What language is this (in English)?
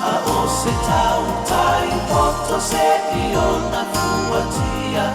Samoan